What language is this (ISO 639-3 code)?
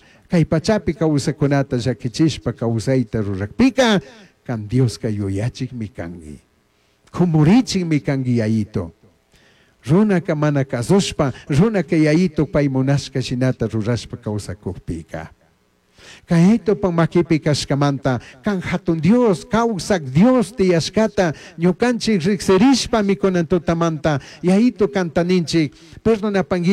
qug